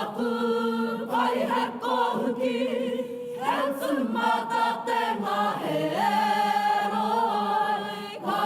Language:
Māori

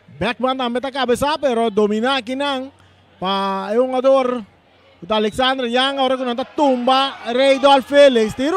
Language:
Papiamento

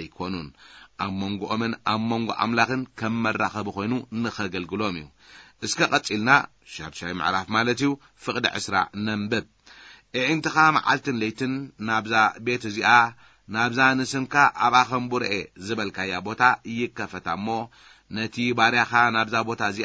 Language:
Tigrinya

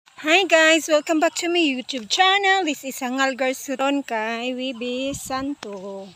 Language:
Cebuano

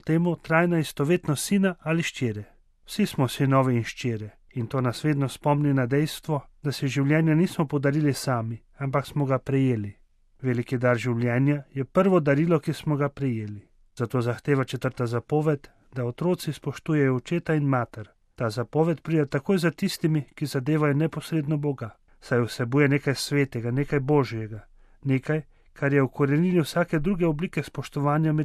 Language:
Slovenian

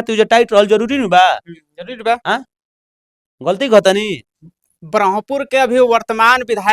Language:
Bhojpuri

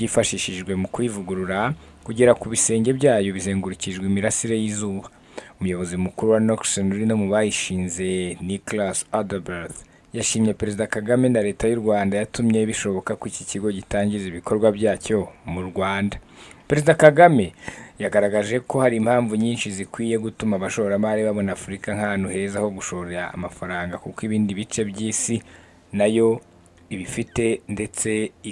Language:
Kinyarwanda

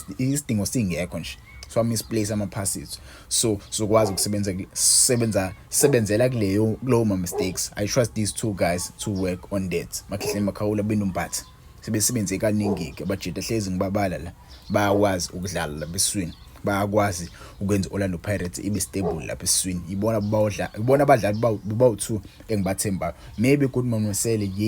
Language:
Zulu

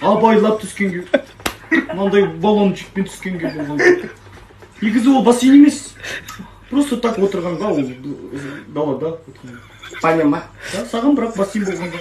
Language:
Kazakh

